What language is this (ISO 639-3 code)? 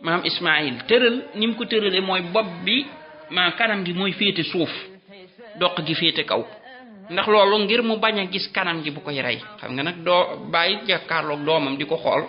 wol